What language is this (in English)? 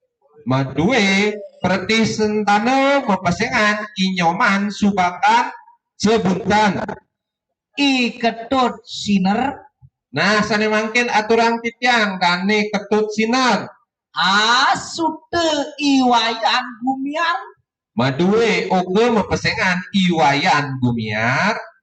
Balinese